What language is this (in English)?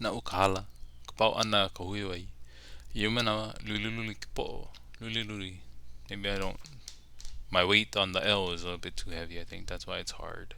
Hawaiian